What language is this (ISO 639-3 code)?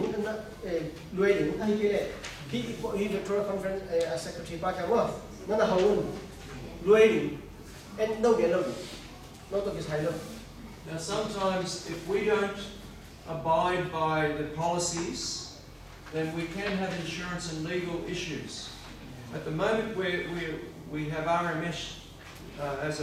ctd